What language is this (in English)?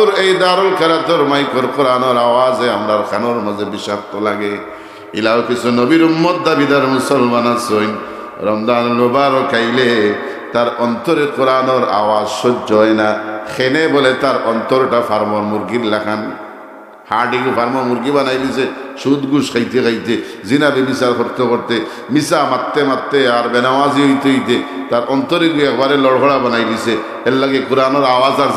Sylheti